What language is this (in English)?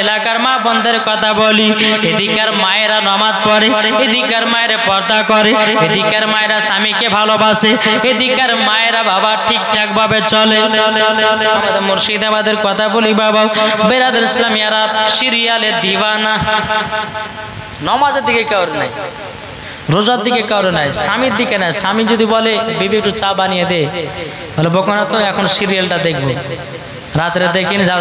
Bangla